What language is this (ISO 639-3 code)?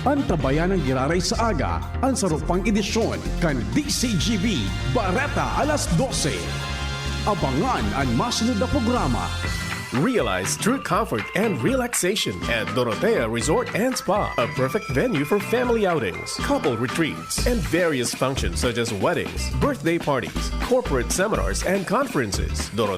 bik